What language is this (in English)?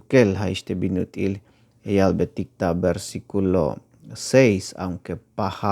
Tzeltal